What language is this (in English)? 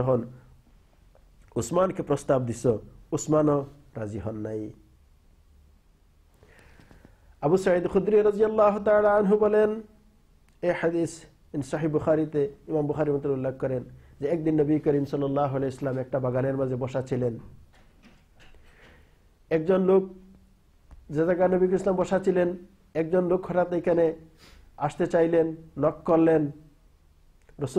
Bangla